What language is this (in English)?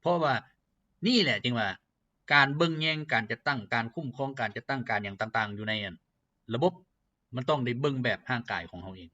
Lao